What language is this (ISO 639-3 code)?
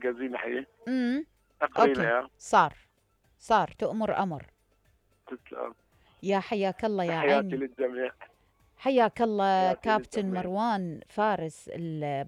acm